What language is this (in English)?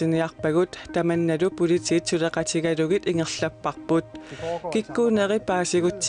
Kalaallisut